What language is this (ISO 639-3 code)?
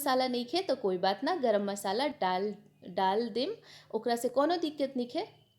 bho